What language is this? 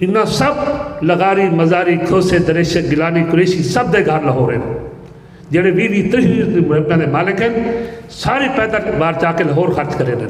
Saraiki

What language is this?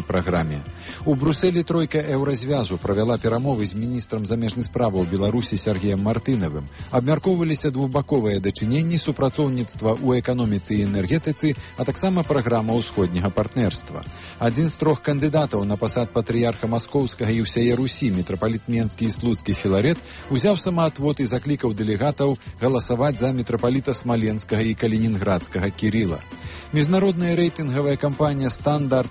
Belarusian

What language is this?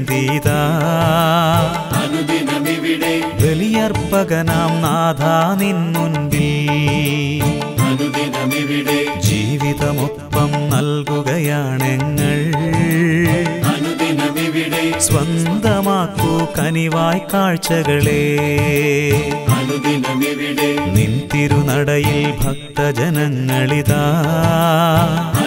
Malayalam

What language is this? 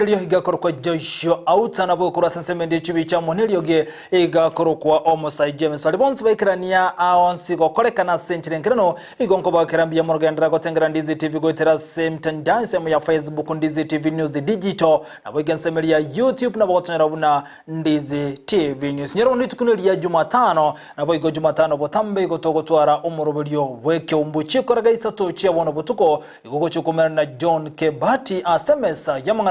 Gusii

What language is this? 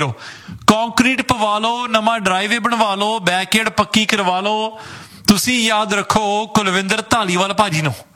Punjabi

